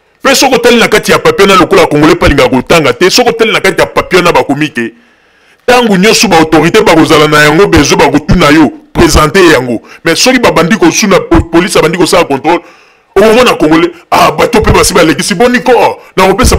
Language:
Lingala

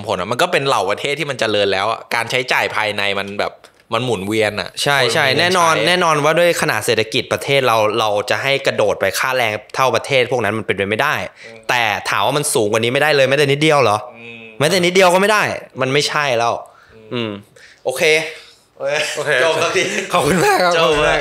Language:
Thai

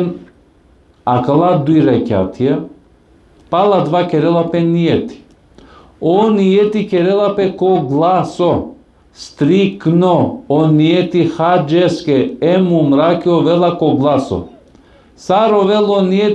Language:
Balkan Romani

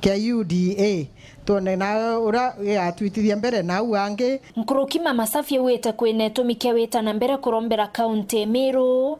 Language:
Meru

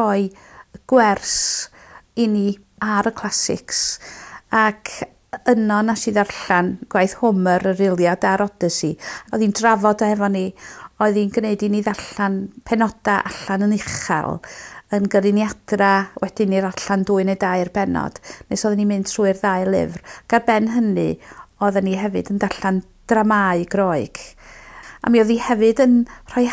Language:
Welsh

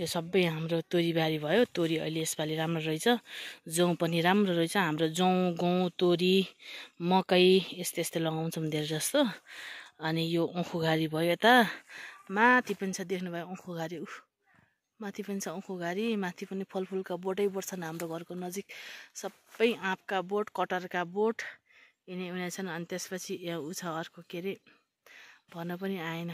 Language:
Nepali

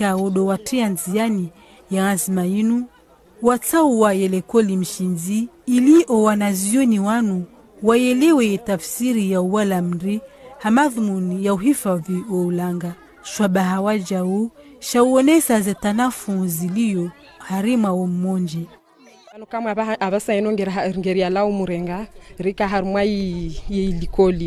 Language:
Ngazidja Comorian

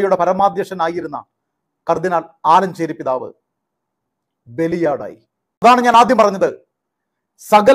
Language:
Malayalam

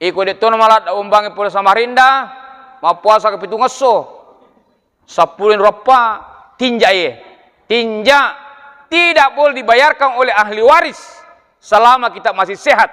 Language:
Buginese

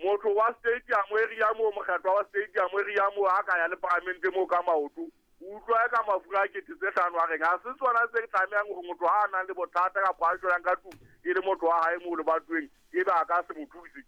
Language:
Southern Sotho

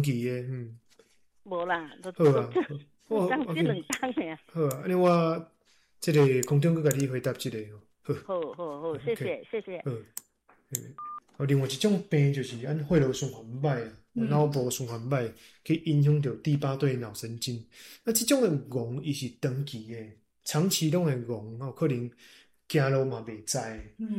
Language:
Min Nan Chinese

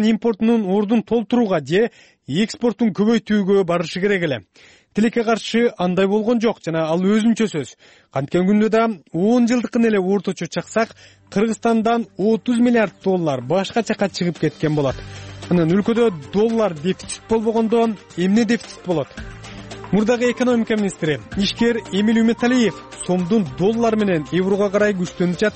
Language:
Kyrgyz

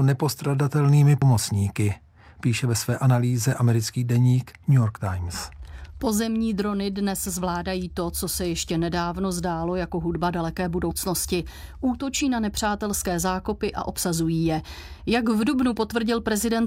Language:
Czech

